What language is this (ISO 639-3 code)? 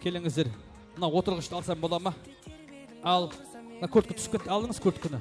kaa